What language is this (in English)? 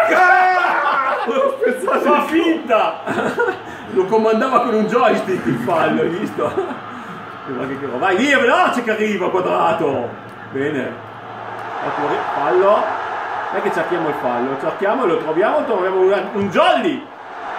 Italian